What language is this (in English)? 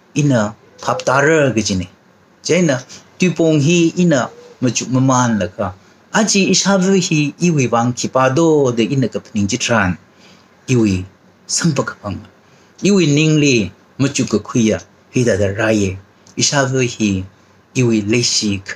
Tangkhul Naga (India)